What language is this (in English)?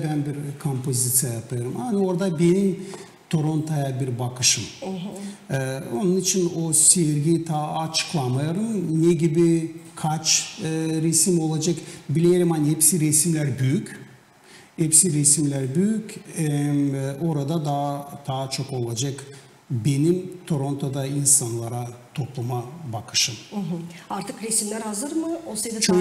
Gagauz